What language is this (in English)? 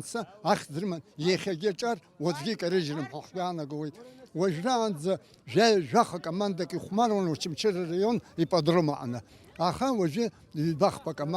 Abkhazian